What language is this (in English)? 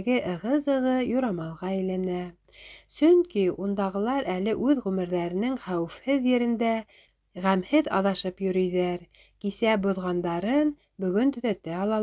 Bashkir